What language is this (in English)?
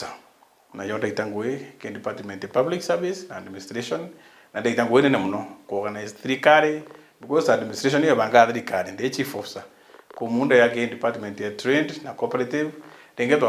Meru